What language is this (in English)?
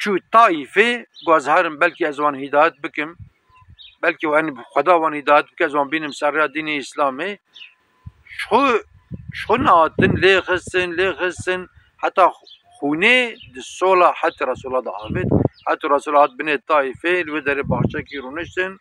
Kurdish